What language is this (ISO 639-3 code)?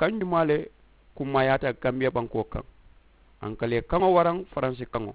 man